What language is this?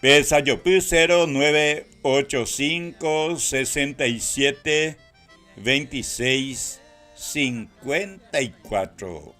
Guarani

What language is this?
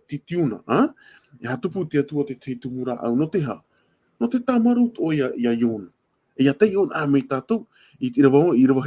Tahitian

